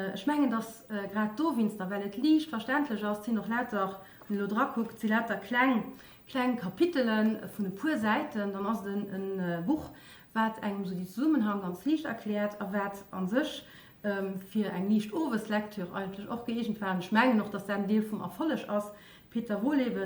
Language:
Luxembourgish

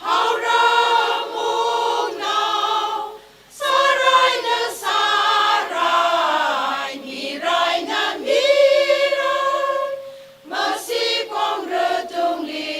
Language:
Tangkhul Naga (India)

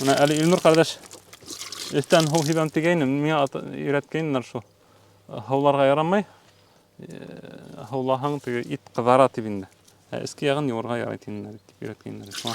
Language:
Bashkir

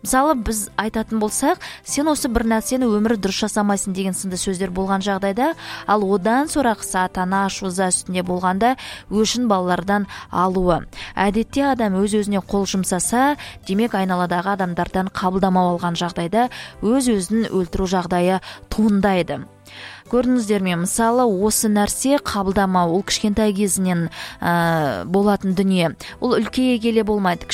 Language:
Kazakh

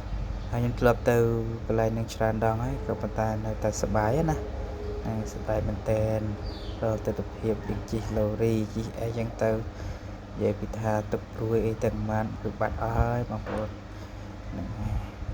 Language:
Khmer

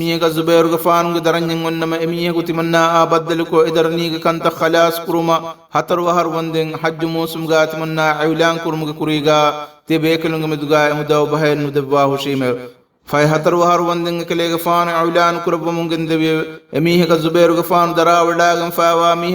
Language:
Divehi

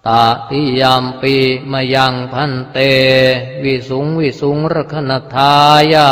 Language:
Pali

